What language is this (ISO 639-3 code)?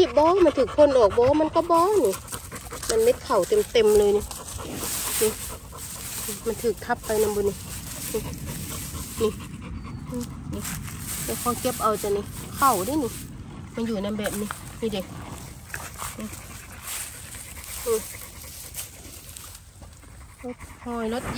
tts